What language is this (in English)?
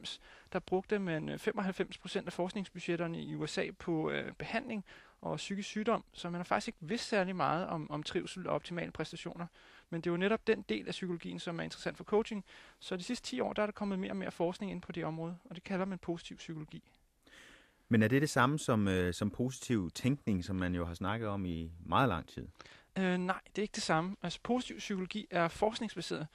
Danish